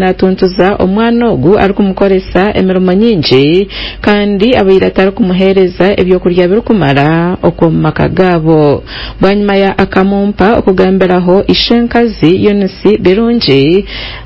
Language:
Nyankole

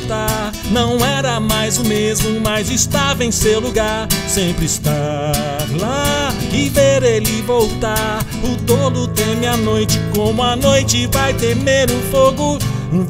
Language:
Portuguese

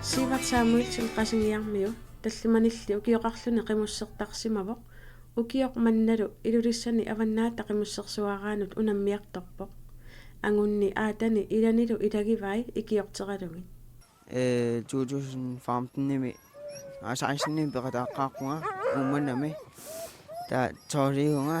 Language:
Kalaallisut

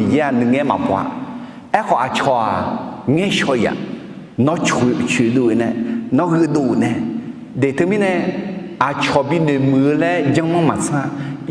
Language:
Akha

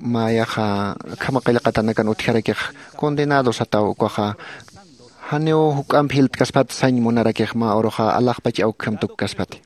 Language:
Aymara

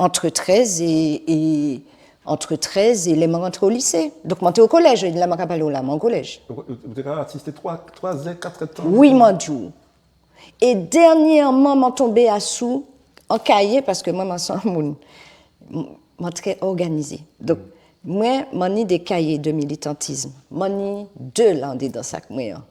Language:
Guadeloupean Creole French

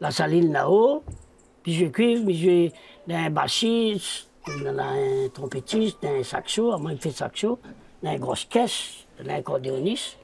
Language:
Réunion Creole French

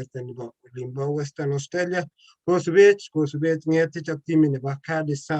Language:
Kalenjin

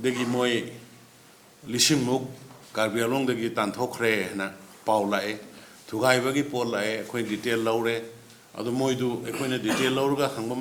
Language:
Manipuri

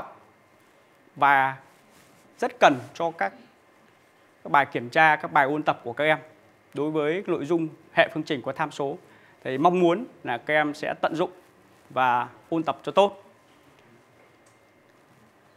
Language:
Vietnamese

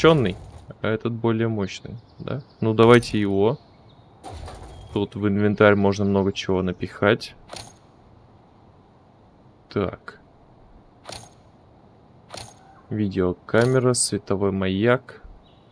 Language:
Russian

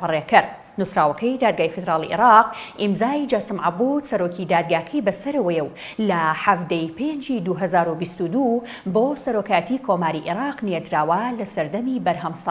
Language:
Central Kurdish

